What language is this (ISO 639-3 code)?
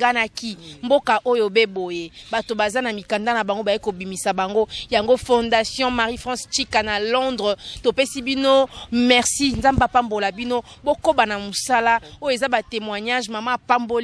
lin